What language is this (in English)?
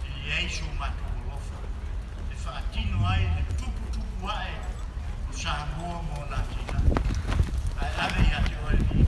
Samoan